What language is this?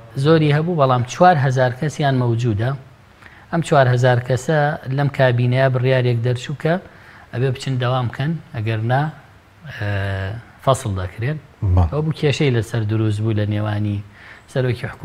Central Kurdish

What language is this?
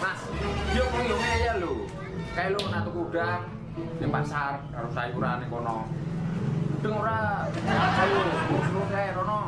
Betawi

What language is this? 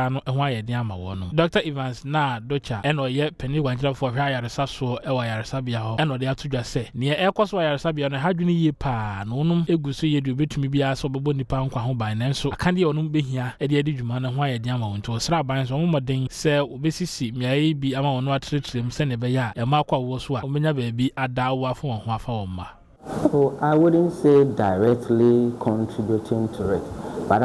Akan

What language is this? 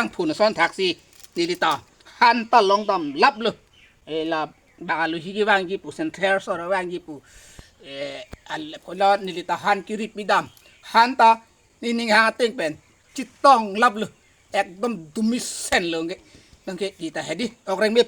Karbi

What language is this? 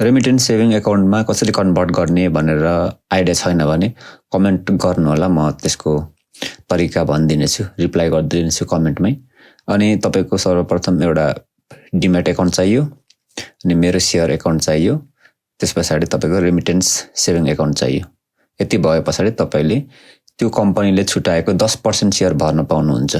Nepali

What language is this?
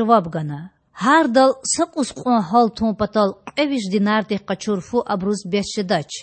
Lezghian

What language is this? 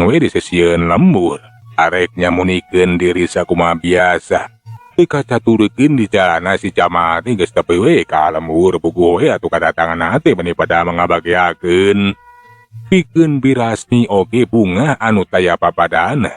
Sundanese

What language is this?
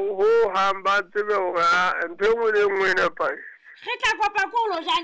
Southern Sotho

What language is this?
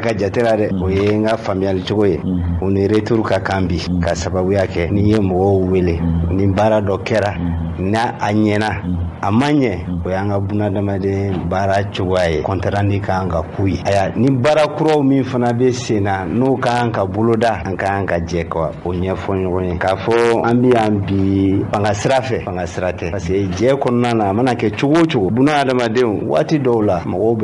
Bambara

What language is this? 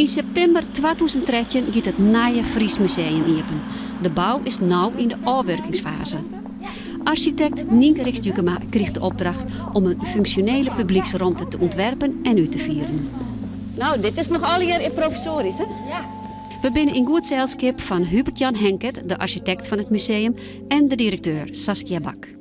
Western Frisian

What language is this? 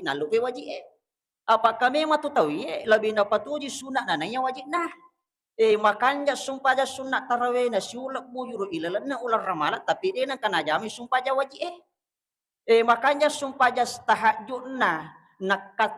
Buginese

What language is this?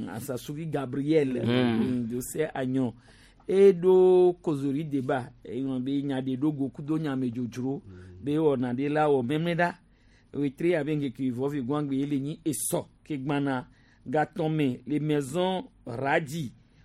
Gen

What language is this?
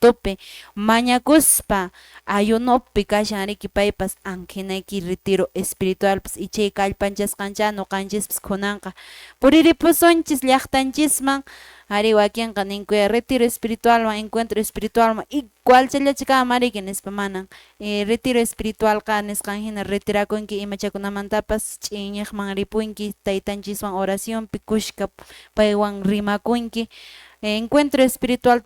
Quechua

